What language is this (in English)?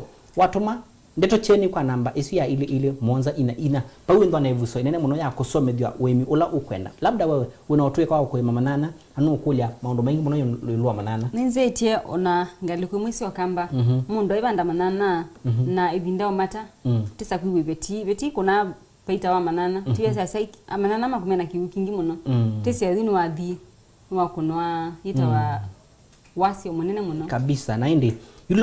Kamba